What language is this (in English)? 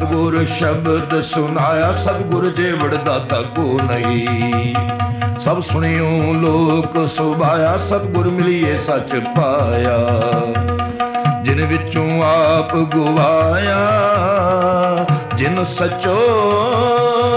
Punjabi